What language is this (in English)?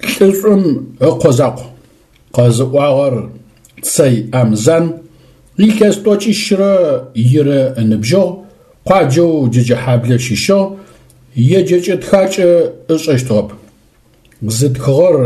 Adyghe